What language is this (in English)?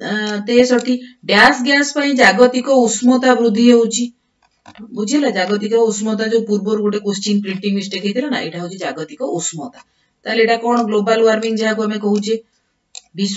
Odia